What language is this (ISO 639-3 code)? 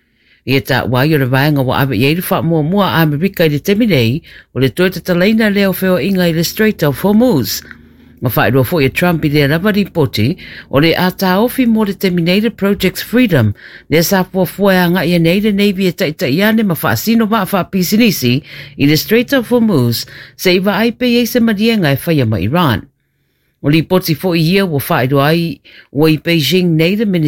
smo